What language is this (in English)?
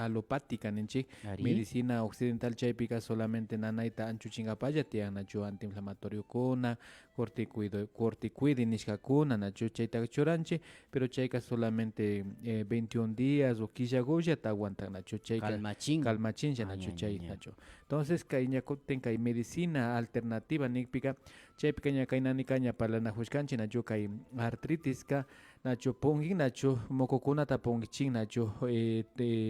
Imbabura Highland Quichua